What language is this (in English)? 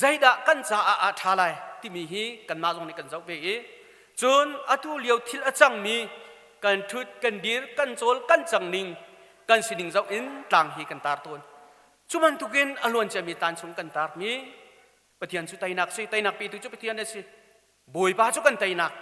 Hakha Chin